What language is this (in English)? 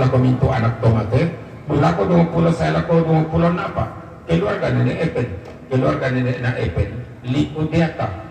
Toraja-Sa'dan